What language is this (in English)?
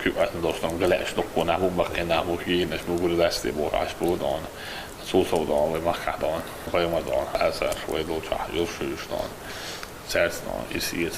Chechen